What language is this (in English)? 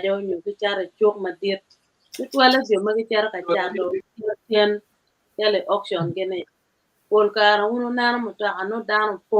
Acoli